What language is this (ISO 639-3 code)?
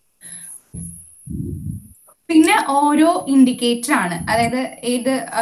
mal